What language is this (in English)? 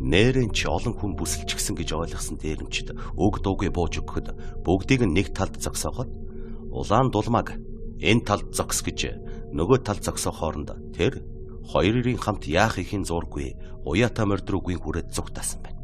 Mongolian